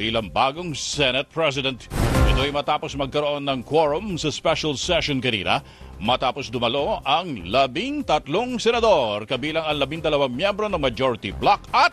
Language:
Filipino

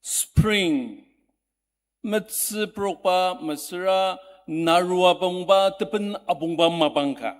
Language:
Ao Naga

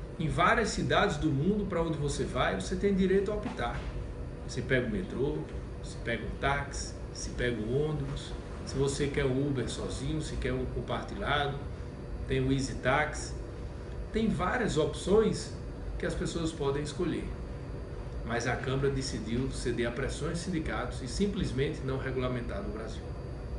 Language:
Portuguese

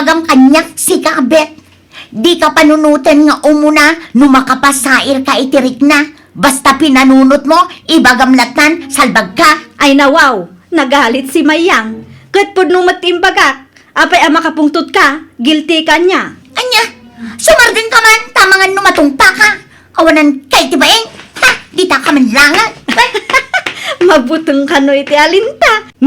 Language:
Iloko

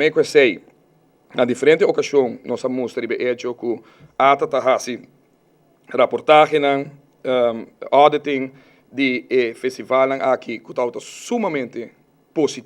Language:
Papiamento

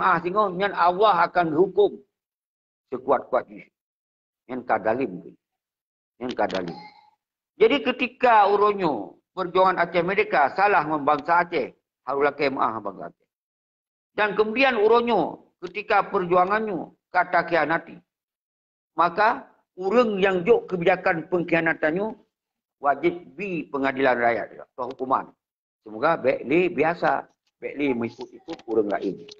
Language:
Achinese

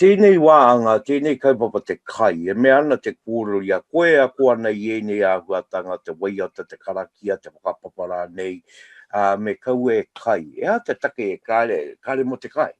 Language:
Māori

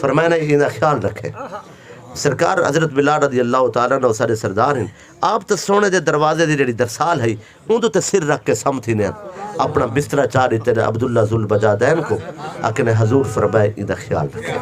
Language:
Saraiki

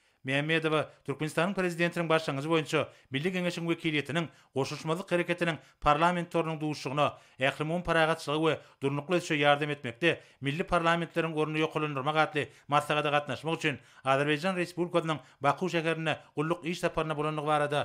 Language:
Turkmen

